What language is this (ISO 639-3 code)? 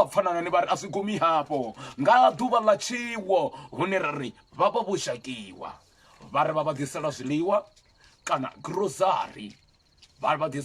ven